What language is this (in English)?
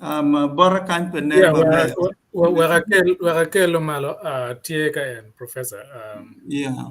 Acoli